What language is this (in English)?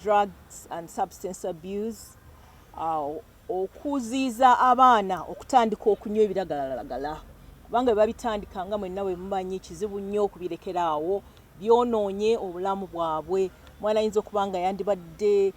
Ganda